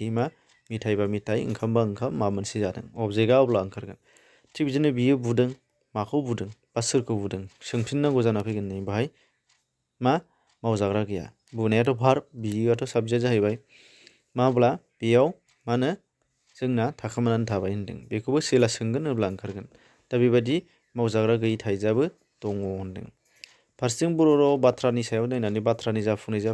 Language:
Bodo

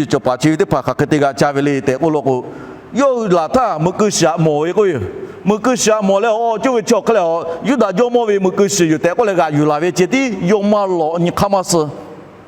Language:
Lahu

